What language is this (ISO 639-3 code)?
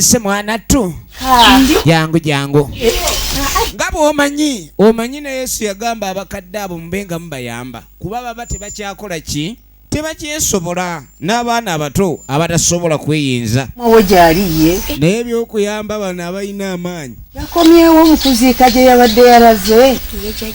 lug